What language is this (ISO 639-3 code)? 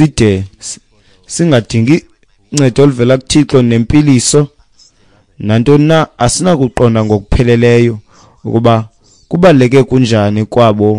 xho